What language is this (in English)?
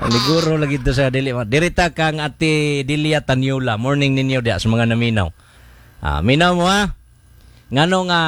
Cebuano